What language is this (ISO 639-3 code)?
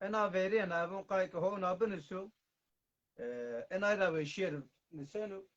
zza